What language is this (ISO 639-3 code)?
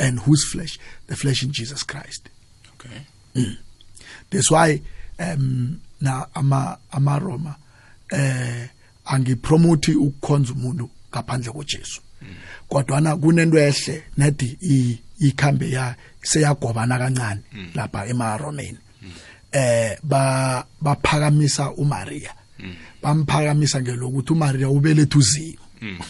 nbl